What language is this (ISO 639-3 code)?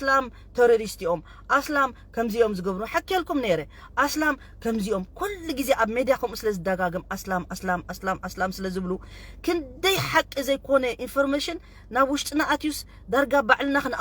tir